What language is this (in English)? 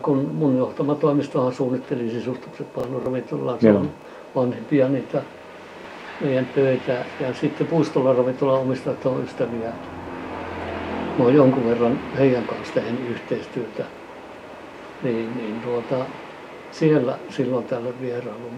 Finnish